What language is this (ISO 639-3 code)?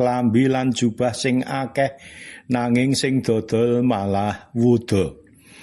jav